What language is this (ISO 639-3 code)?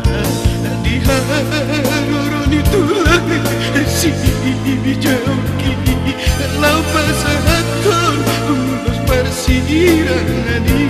bbc